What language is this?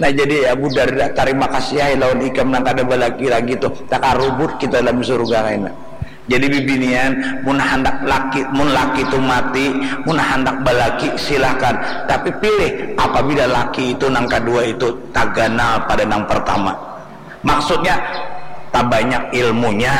Banjar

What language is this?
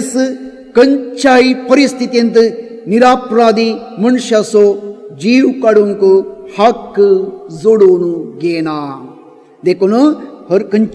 Konkani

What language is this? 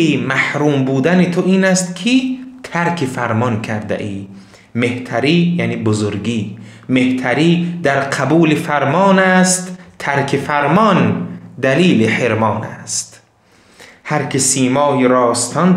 Tajik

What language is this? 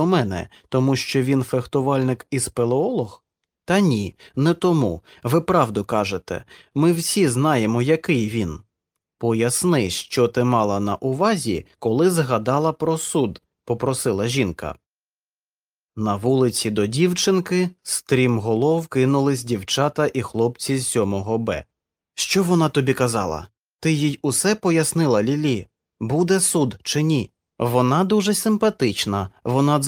Ukrainian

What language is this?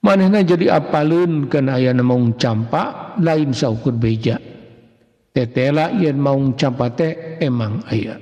Sundanese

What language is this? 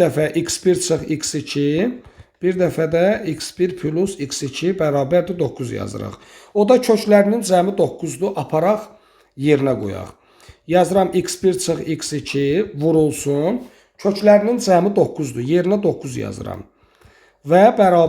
Azerbaijani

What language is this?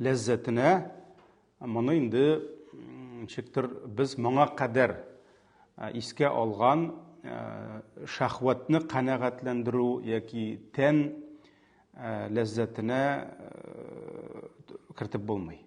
Tatar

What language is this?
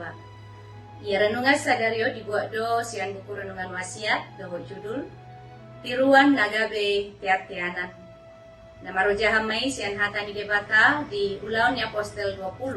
Batak Toba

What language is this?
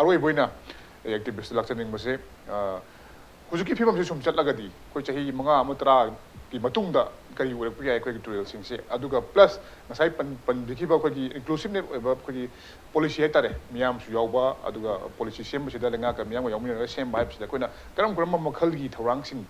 Manipuri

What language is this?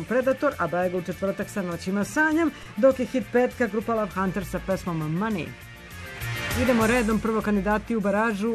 Serbian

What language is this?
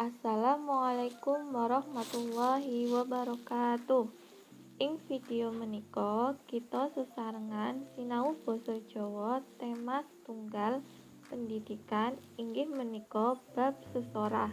Javanese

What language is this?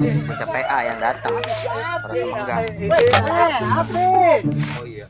Betawi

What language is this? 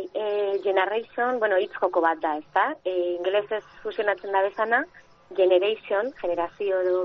Basque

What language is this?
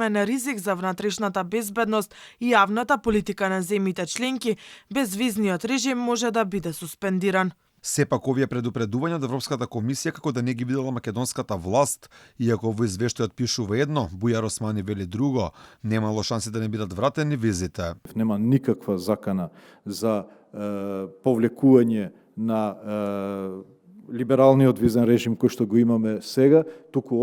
Macedonian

